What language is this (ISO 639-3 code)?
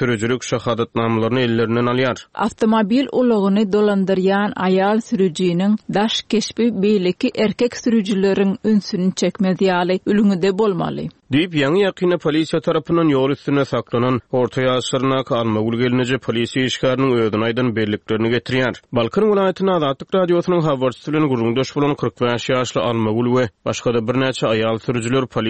tuk